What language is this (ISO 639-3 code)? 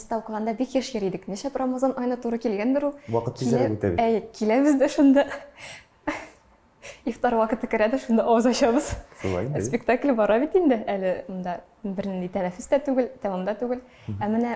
tat